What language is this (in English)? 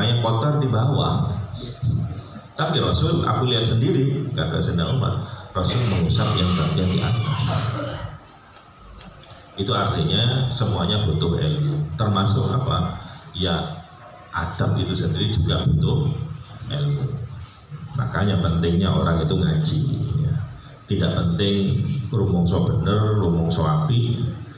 Indonesian